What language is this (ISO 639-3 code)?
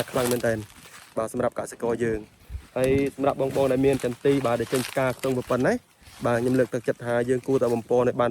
khm